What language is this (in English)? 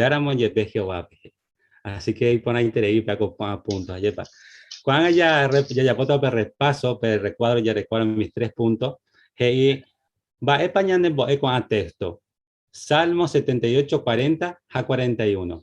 Guarani